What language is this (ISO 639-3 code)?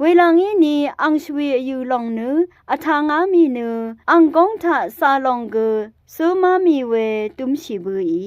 raw